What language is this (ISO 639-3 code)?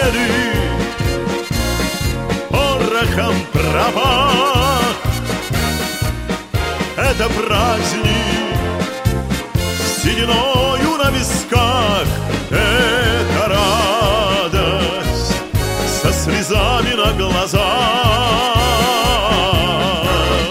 rus